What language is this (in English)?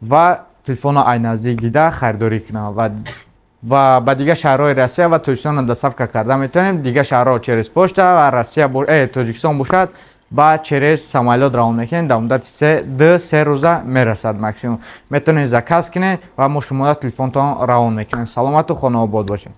Tajik